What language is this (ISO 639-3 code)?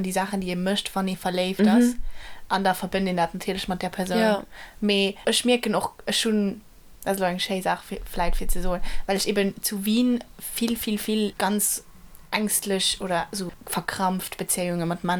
ltz